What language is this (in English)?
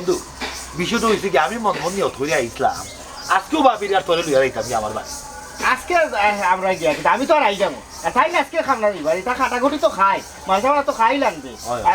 Sylheti